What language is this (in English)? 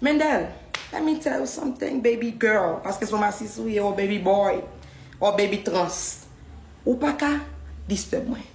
Haitian Creole